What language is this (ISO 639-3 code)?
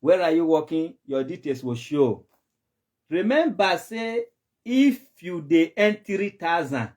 pcm